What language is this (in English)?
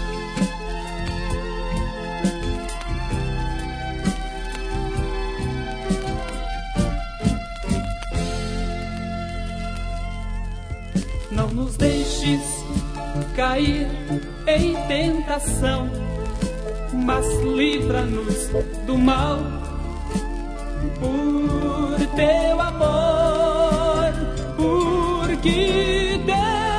Portuguese